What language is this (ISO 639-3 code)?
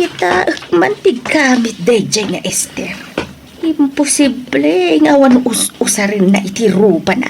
ilo